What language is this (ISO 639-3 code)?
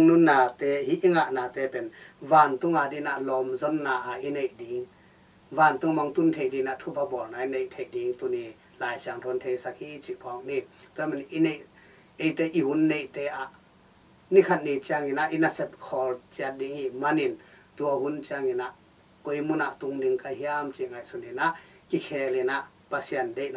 ctd